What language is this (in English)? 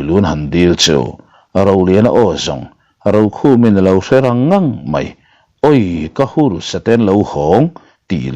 Mizo